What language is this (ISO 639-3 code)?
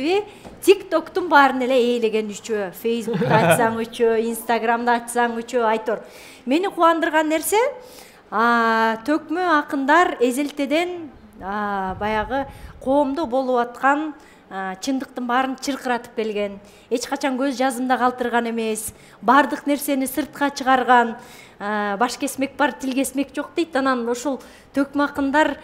kir